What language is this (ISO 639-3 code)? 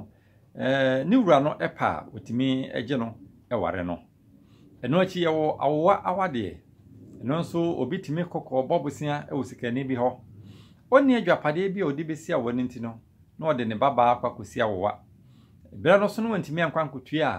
aka